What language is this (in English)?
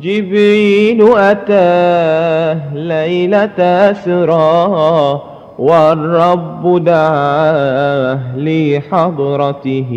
Madurese